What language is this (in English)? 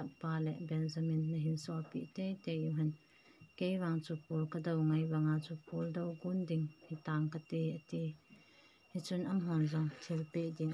Thado Chin